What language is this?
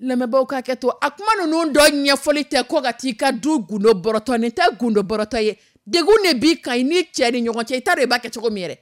Dyula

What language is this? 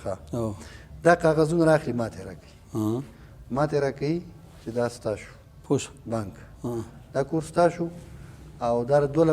Pashto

